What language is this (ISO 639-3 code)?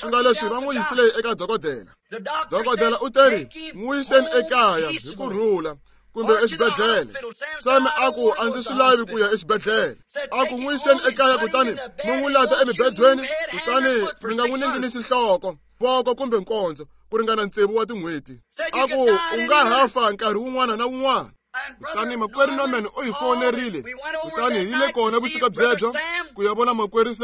tso